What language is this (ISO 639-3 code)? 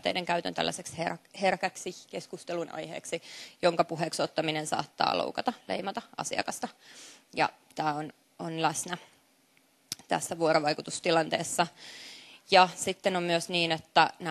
fin